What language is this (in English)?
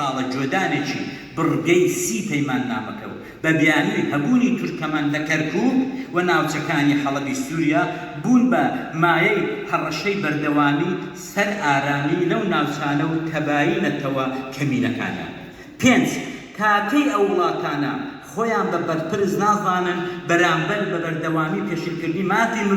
Central Kurdish